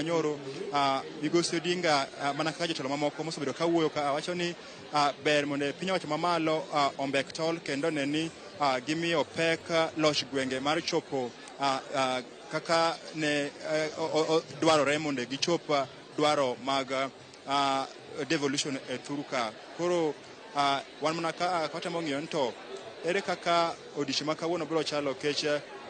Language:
Luo (Kenya and Tanzania)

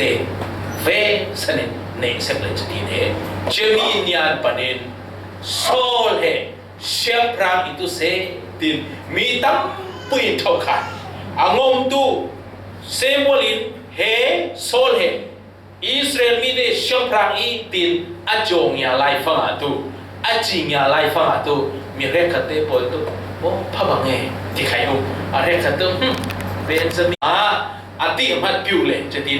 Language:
Falam Chin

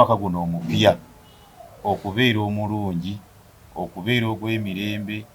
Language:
Ganda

